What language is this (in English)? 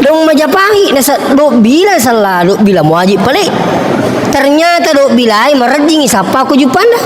Buginese